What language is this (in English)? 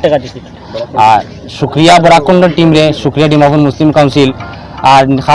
Sylheti